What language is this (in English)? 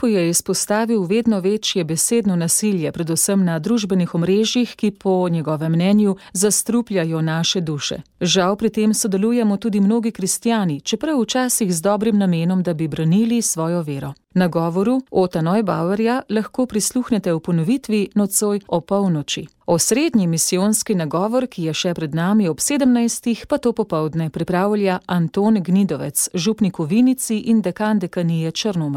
Slovenian